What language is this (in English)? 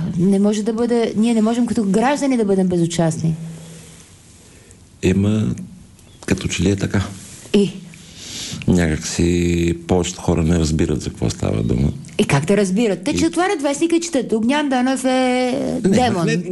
Bulgarian